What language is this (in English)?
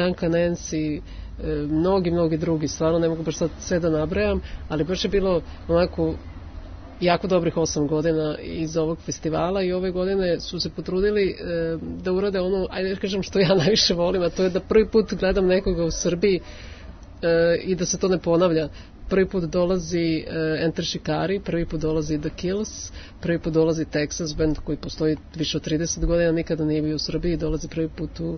Serbian